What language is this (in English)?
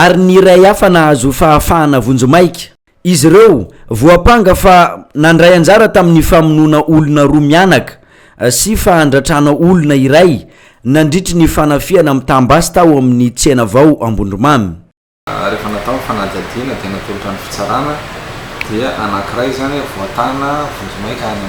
Malagasy